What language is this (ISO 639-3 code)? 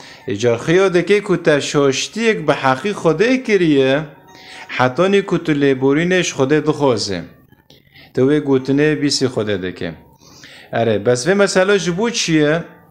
kur